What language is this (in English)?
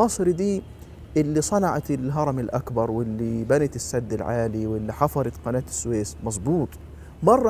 Egyptian Arabic